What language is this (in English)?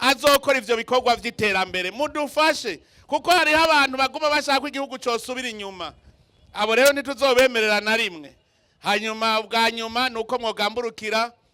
Rundi